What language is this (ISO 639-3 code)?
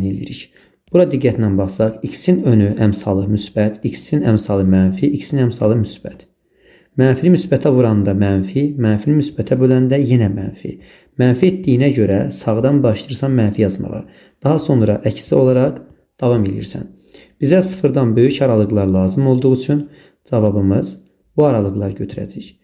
aze